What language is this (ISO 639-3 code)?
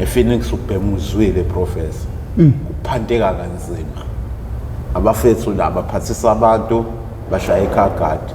zul